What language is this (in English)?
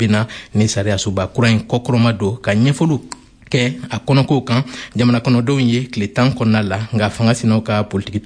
Bambara